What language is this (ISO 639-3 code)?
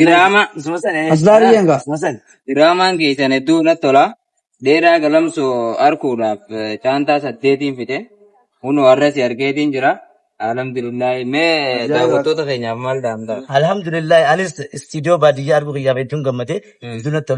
orm